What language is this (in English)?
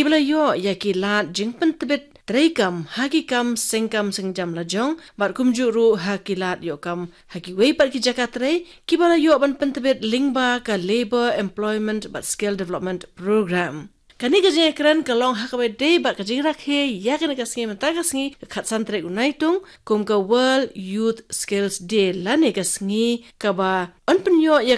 Khasi